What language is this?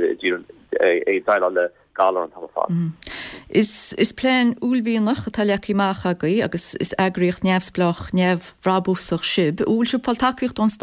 Irish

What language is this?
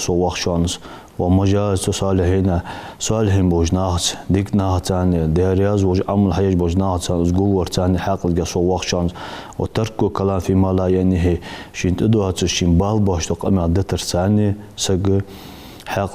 Ingush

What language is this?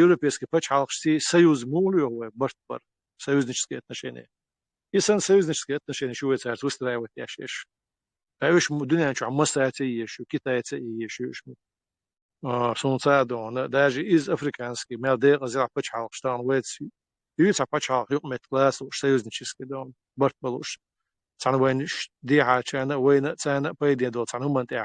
Chechen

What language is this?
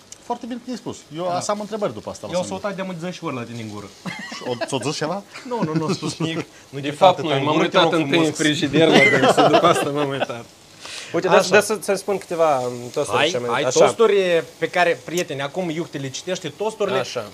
Romanian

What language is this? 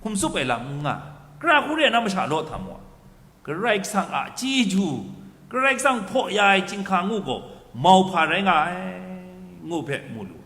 Kachin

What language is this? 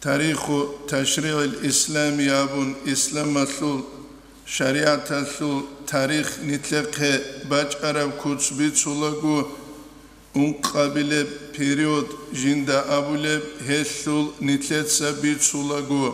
Avaric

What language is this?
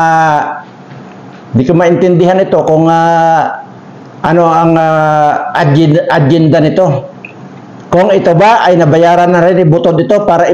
Filipino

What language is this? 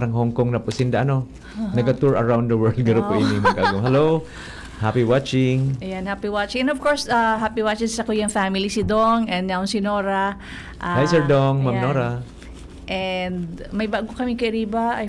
Bikol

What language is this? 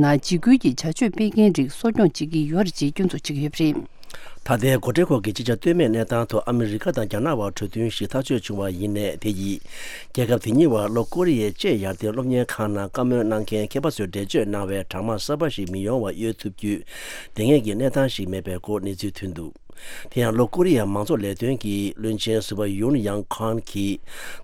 Tibetan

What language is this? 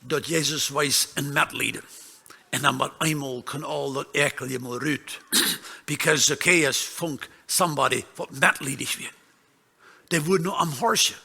Plautdietsch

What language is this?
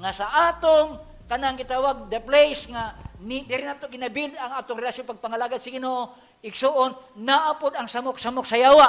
Cebuano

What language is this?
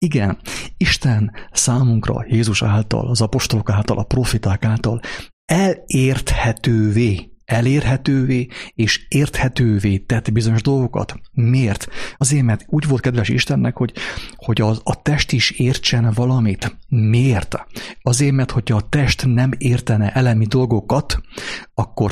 Hungarian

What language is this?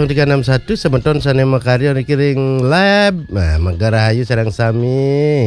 Balinese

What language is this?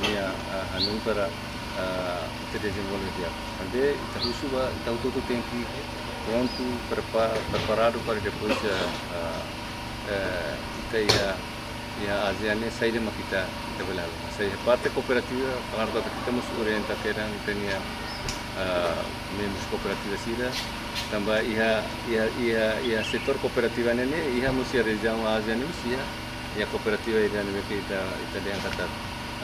Tetum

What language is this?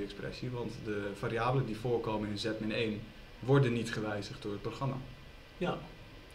Dutch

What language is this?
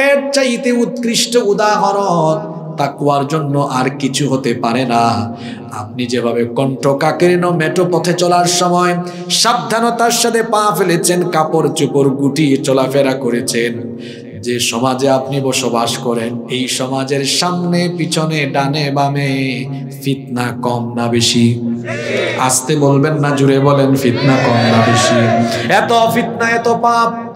Bangla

